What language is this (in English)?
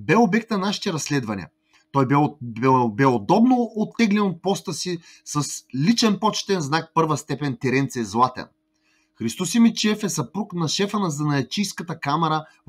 Bulgarian